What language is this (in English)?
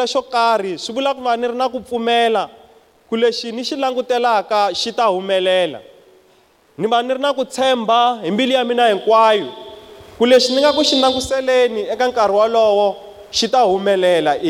Tsonga